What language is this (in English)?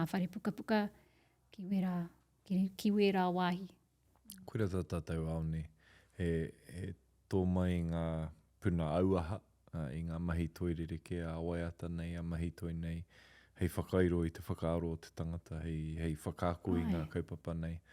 Māori